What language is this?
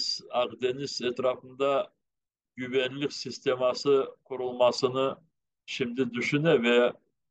Crimean Tatar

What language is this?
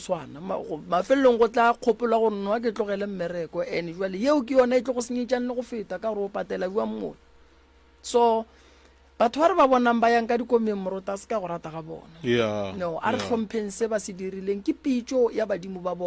Northern Sotho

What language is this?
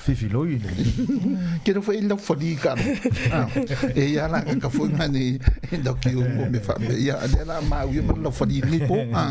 Samoan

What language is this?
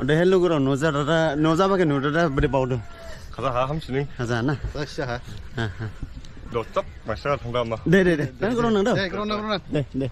Dimasa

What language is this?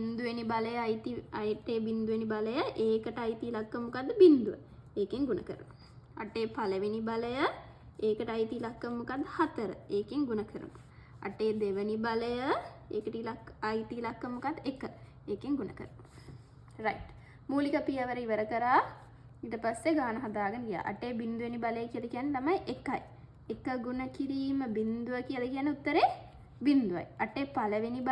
Sinhala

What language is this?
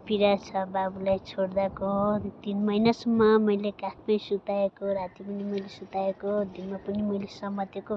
Nepali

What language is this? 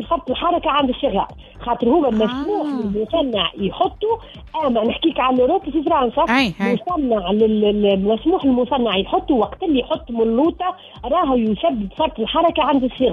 Tunisian Arabic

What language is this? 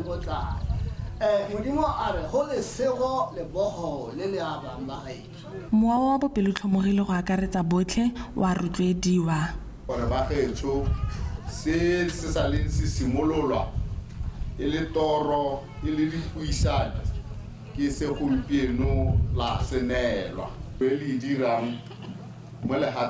Tswana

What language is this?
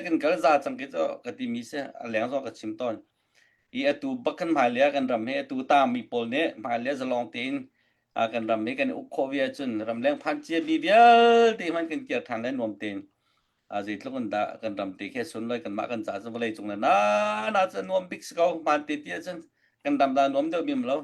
Hakha Chin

